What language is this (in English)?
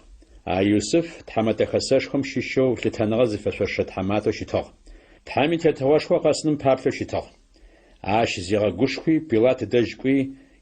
Adyghe